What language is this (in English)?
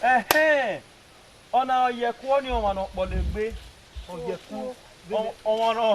Bini